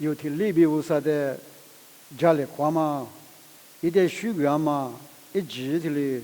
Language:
Lisu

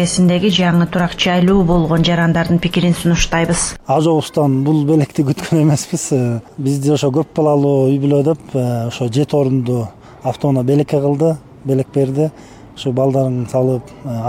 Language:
Kyrgyz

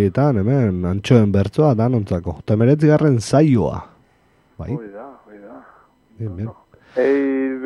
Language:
Basque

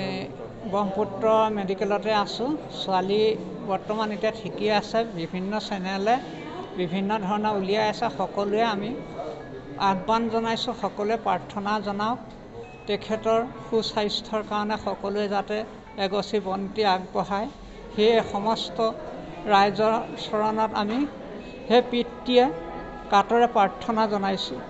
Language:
Assamese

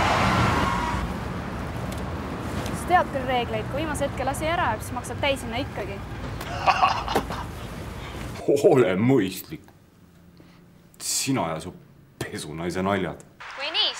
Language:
Estonian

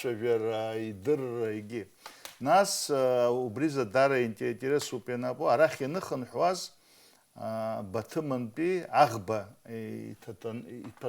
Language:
Abkhazian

